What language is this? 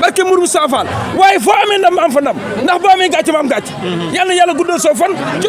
Wolof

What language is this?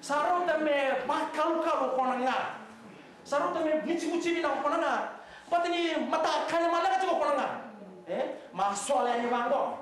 Fijian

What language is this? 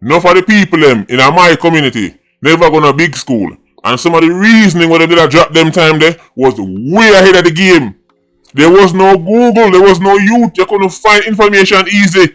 Jamaican Creole English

